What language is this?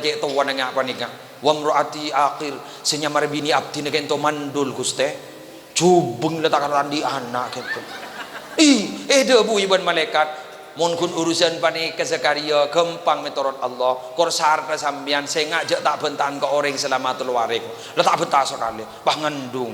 Madurese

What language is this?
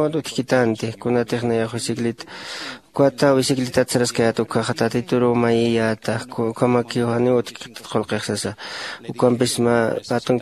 Aymara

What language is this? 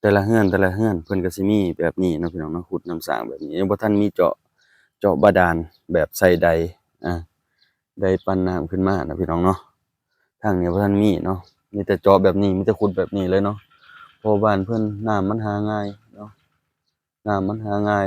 Lao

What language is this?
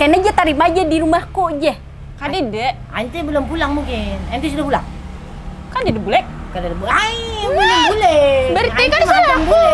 Banjar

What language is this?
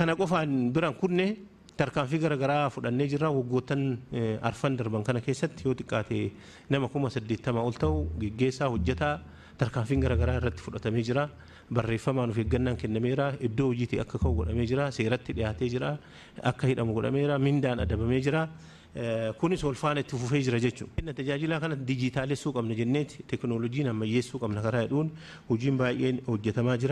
Oromo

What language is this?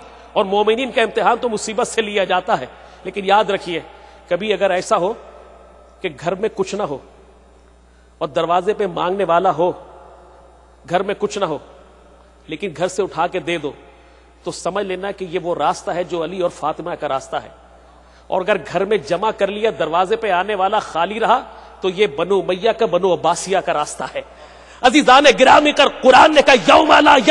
Urdu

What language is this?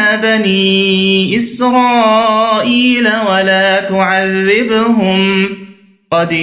Arabic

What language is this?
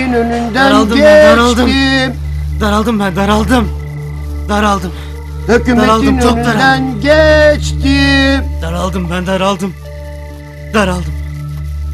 Turkish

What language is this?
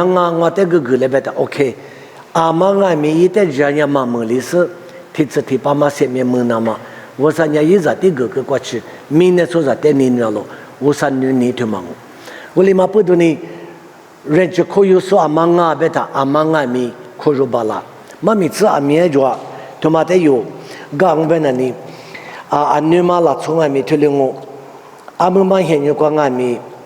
Lisu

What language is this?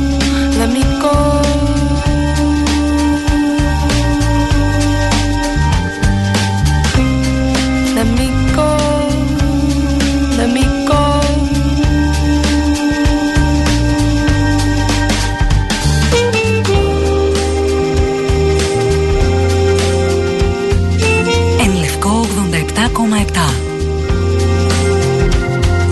Greek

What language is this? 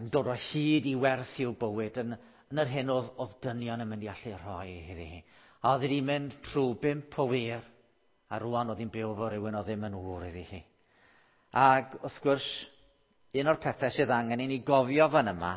Welsh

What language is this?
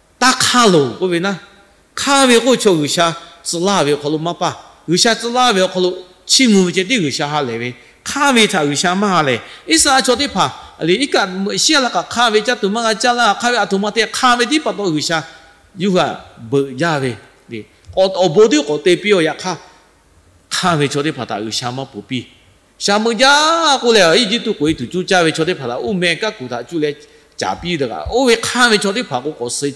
Lahu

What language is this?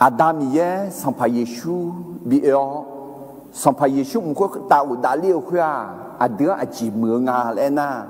Akha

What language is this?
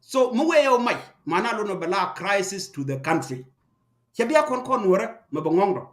Nuer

